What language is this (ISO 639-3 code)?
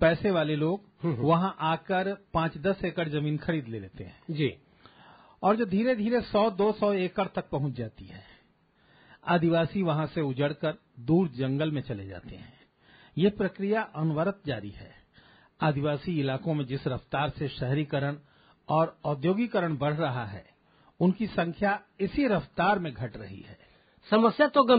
hin